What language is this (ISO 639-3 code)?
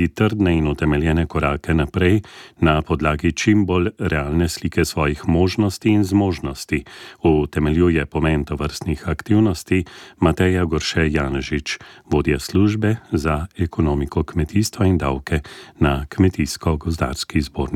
slv